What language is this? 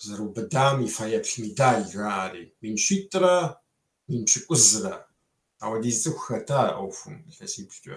Kabardian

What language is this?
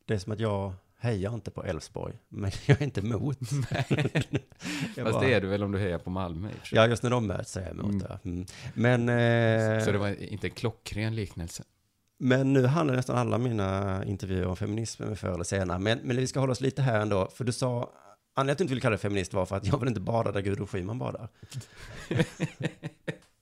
Swedish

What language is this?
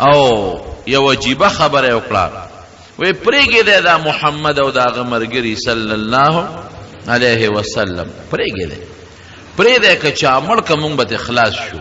Pashto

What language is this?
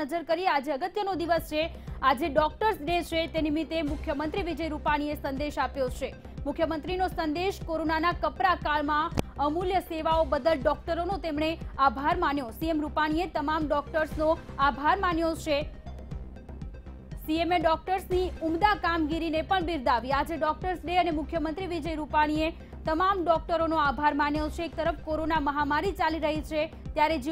Gujarati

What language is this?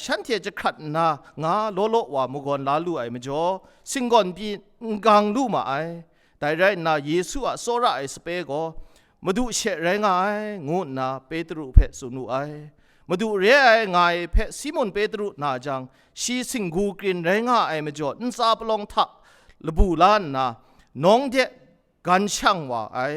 Kachin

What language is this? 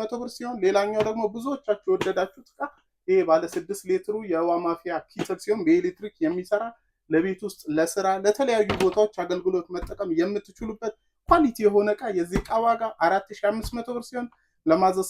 Amharic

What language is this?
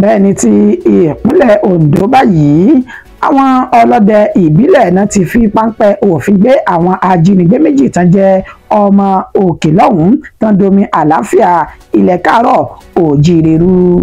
Yoruba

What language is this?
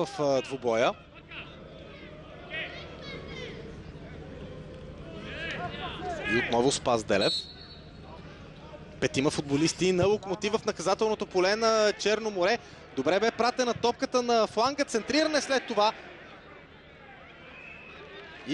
Bulgarian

